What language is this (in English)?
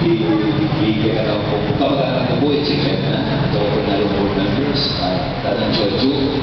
Pampanga